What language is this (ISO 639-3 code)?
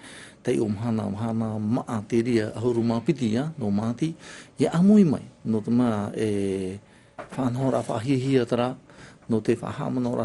tah